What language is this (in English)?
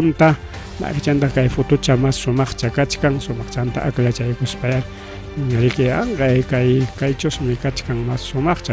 Ayacucho Quechua